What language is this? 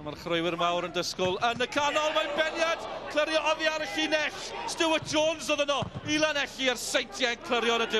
Welsh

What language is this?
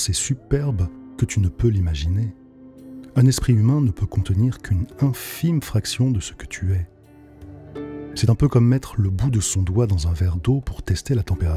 French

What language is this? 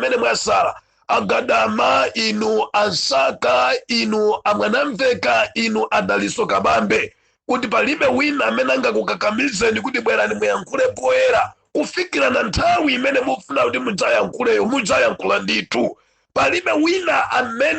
Nyanja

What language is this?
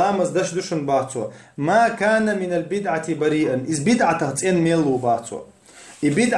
Chechen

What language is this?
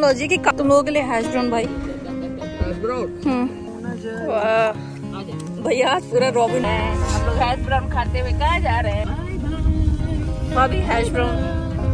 Hindi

